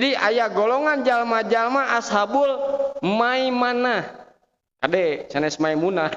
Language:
Sundanese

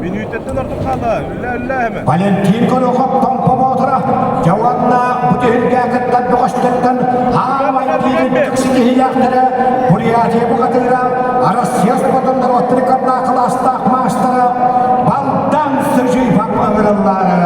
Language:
Yakut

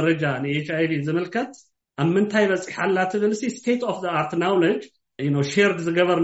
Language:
Tigrinya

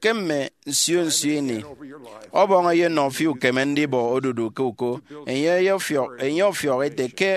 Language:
Efik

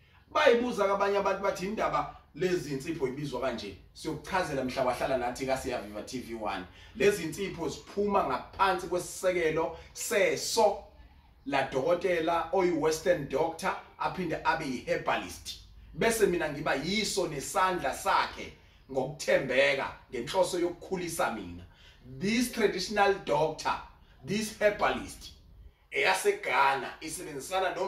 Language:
Zulu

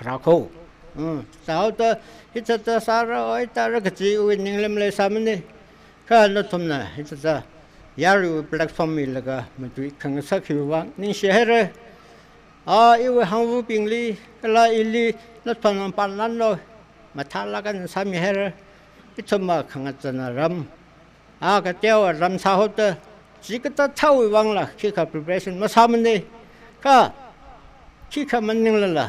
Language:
Tangkhul Naga (India)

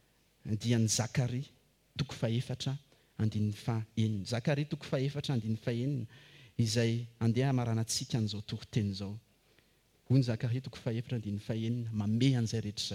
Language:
Malagasy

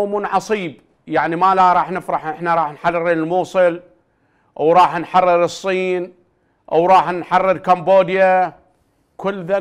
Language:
Mesopotamian Arabic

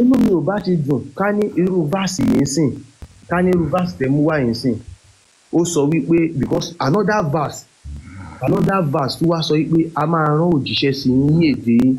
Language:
Yoruba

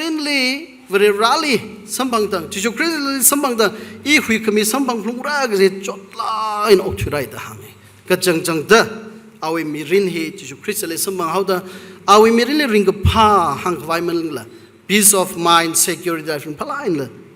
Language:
Tangkhul Naga (India)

